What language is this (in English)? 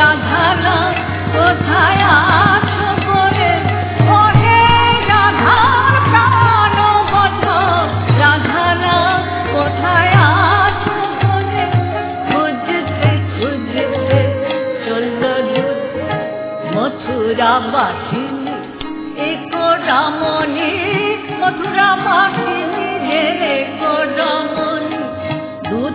Bangla